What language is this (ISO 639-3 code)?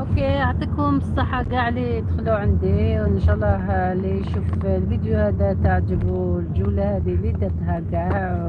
arq